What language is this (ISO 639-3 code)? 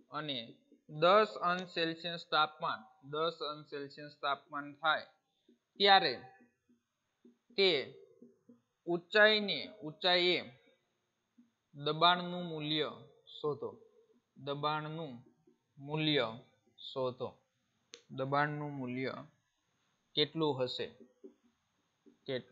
guj